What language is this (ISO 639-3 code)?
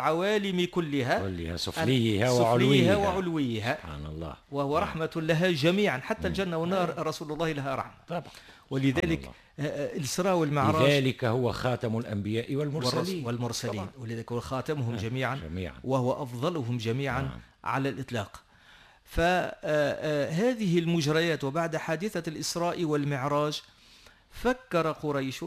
aeb